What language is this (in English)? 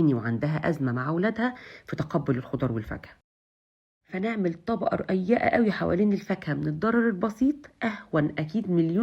Egyptian Arabic